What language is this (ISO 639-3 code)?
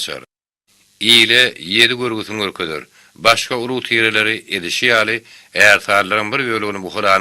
tuk